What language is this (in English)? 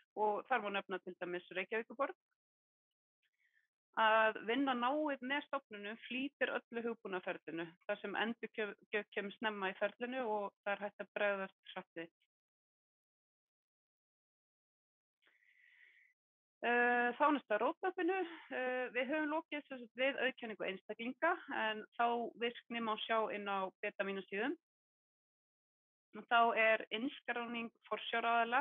Icelandic